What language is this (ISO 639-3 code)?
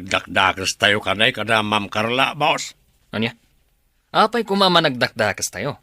ilo